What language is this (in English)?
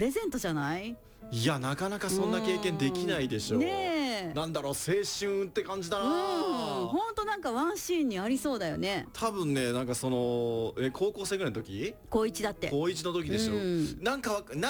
Japanese